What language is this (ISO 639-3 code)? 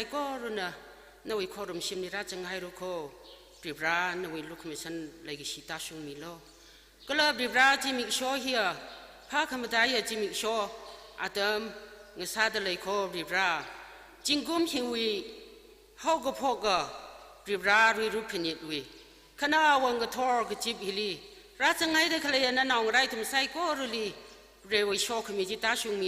nmf